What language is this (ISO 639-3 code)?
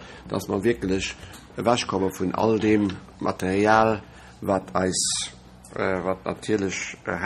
ltz